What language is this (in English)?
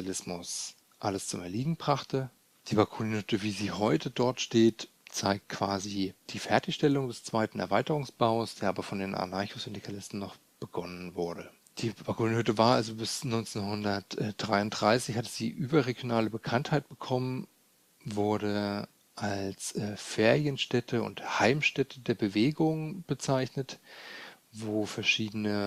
German